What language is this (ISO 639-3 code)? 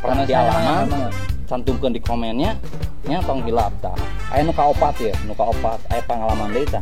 sun